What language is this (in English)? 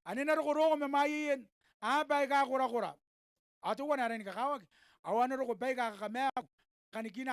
Gilbertese